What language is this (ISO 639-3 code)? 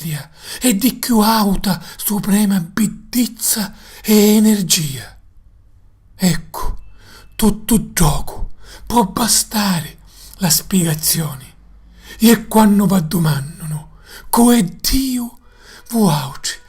scn